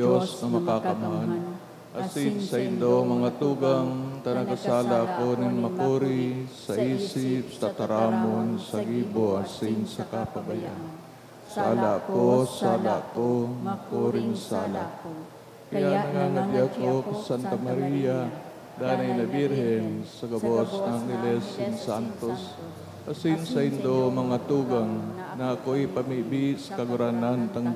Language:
Bikol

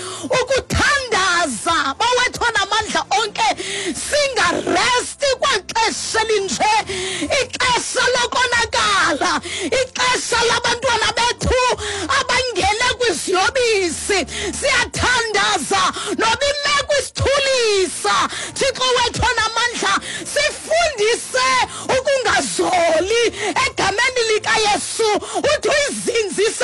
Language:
Xhosa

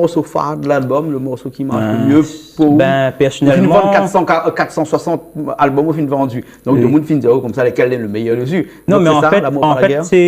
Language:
Réunion Creole French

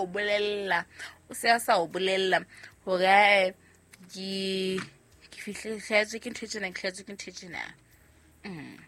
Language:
Southern Sotho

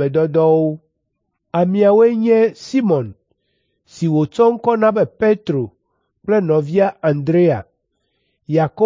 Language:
Ewe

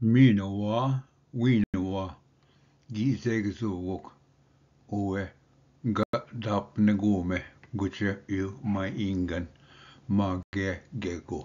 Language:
Ojibwa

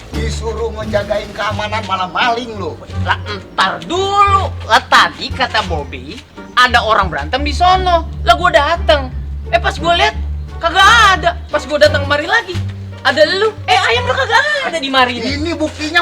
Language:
Betawi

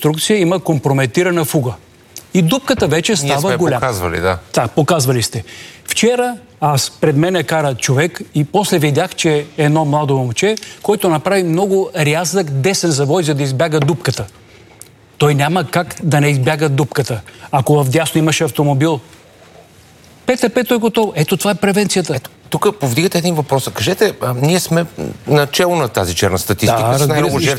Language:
Bulgarian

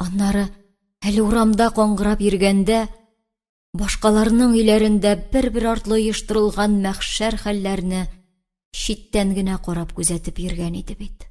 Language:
Tatar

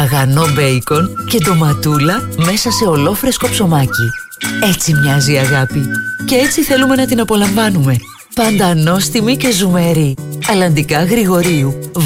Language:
Greek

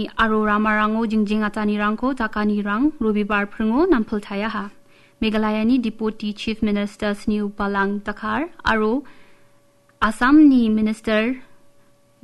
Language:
Garo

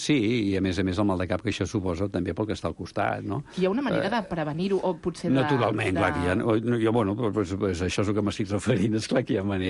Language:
Catalan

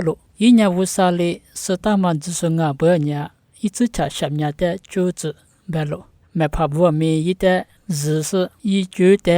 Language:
Lisu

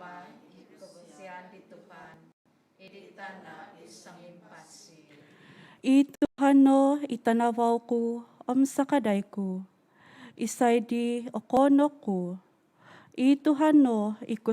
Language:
Central Dusun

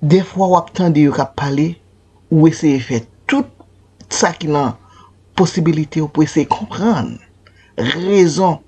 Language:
Haitian Creole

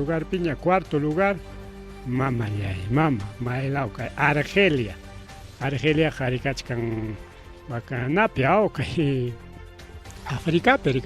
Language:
Ayacucho Quechua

